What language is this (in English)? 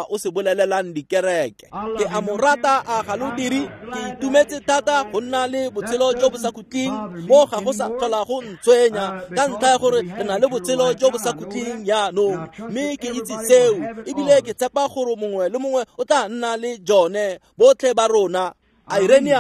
Tswana